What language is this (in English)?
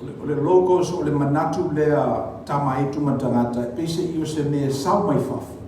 Samoan